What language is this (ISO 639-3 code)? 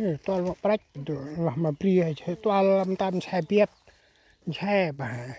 cmo